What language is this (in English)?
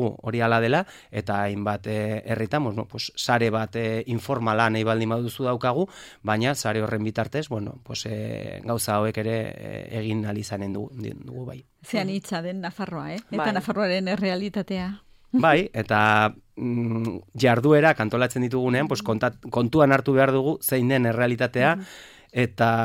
Basque